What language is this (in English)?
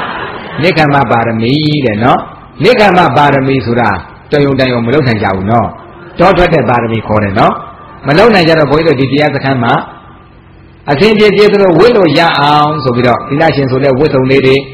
Burmese